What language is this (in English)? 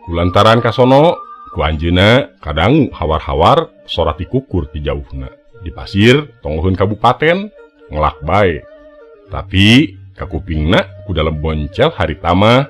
Sundanese